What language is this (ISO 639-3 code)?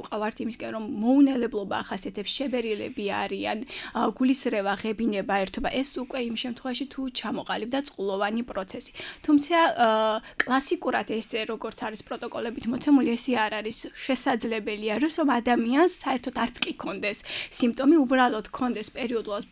kat